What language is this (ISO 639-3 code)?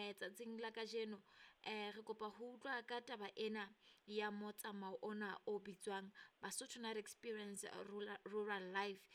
sot